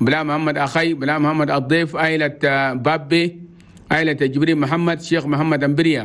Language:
Chadian Arabic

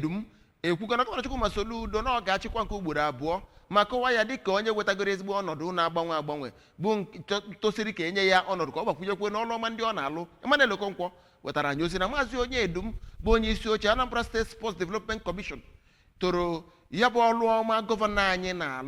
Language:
Igbo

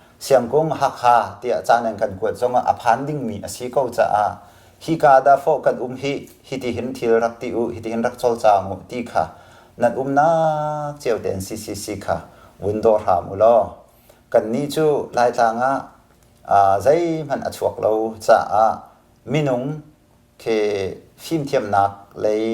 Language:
Hakha Chin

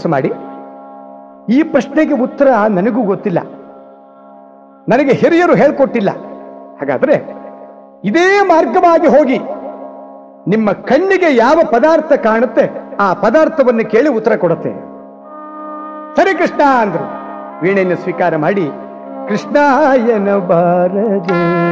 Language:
Kannada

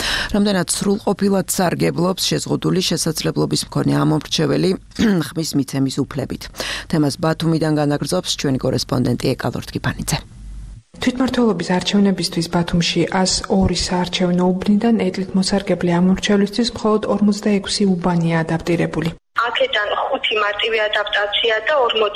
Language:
Georgian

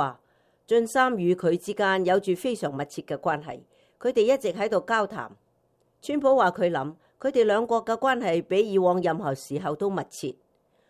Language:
Cantonese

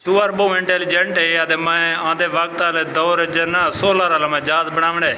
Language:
Saraiki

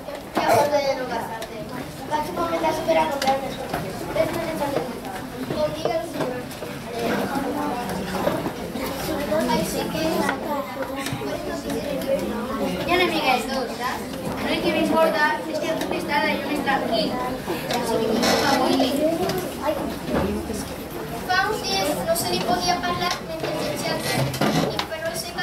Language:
Catalan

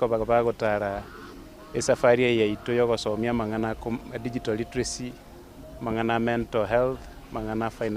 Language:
Gusii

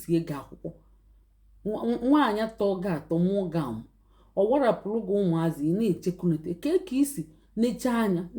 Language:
Igbo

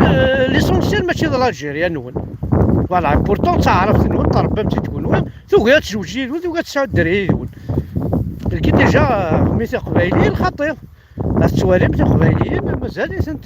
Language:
Kabyle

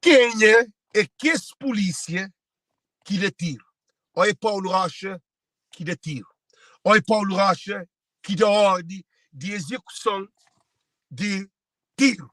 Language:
Kabuverdianu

